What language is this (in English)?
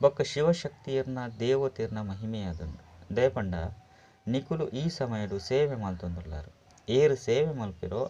Tulu